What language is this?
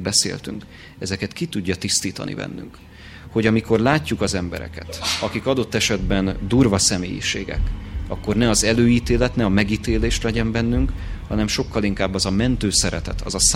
Hungarian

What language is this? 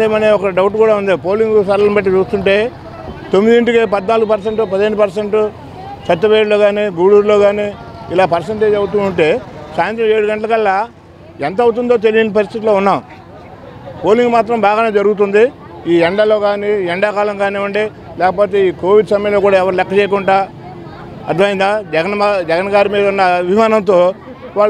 Telugu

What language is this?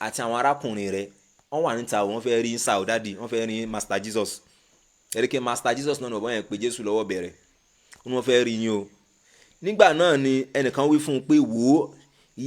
Yoruba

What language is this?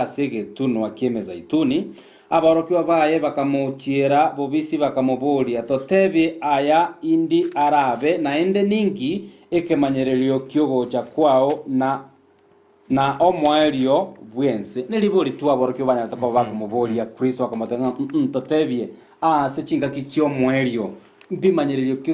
Gusii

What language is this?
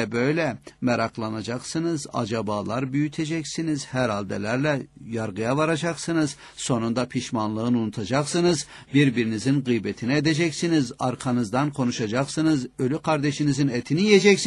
Turkish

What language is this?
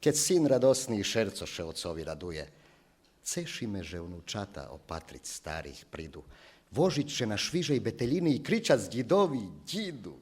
Rusyn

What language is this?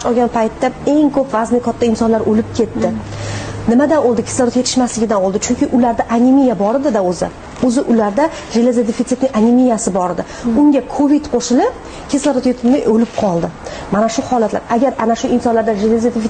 Uzbek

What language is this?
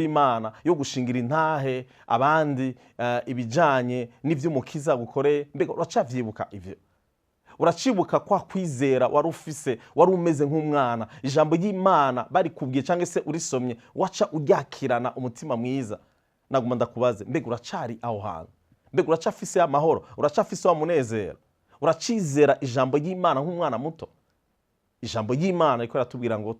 Rundi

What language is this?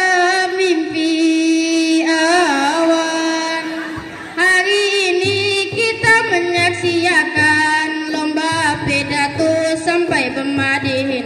Banjar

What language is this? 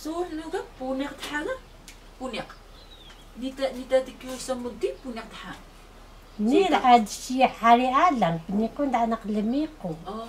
Taroko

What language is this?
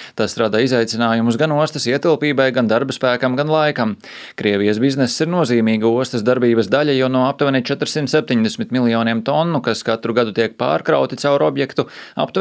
Latvian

